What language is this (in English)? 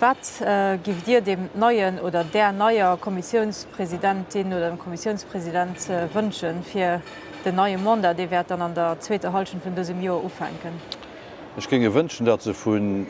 Luxembourgish